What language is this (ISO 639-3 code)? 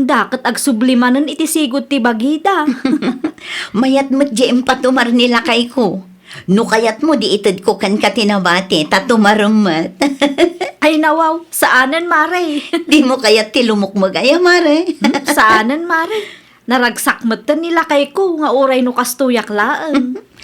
ilo